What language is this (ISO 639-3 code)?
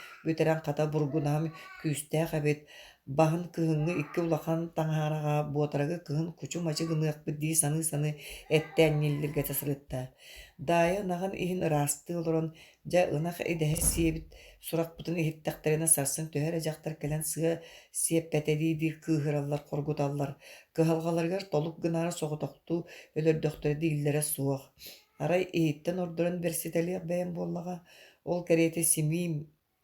sah